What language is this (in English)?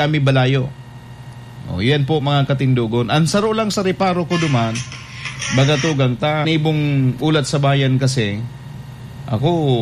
Bikol